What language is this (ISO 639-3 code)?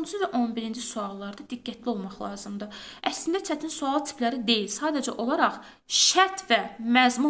aze